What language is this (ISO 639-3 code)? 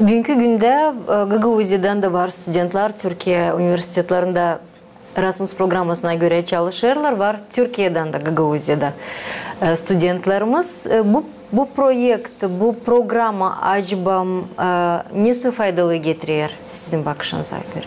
gag